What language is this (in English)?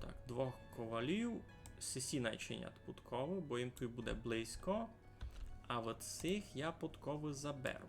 Rusyn